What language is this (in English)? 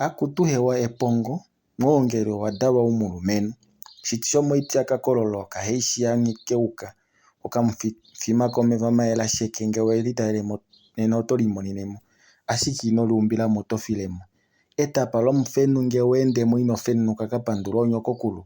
Kuanyama